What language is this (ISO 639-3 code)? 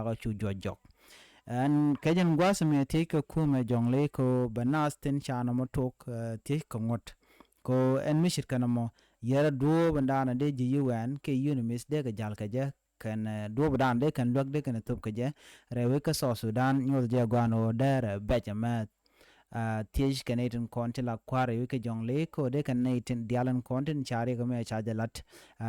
nus